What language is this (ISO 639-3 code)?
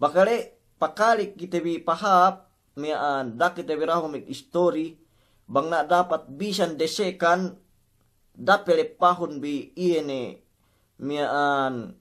yka